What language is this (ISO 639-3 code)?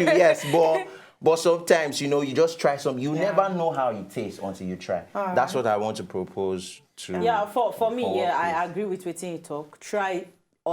pcm